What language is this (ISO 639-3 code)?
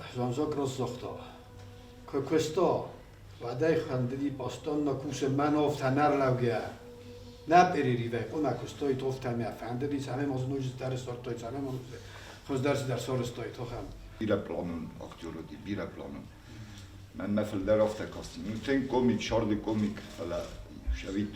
oss